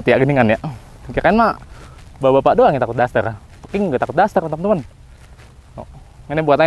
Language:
Betawi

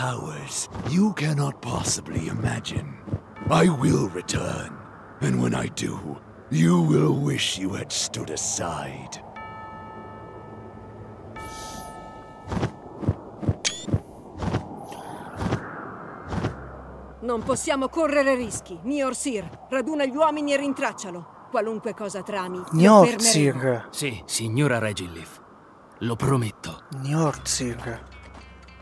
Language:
Italian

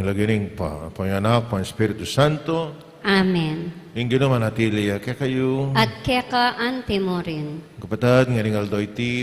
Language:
Pampanga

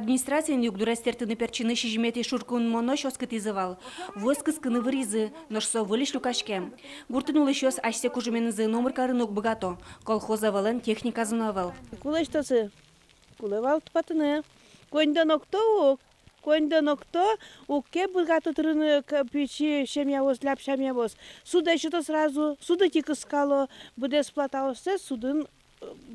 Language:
Udmurt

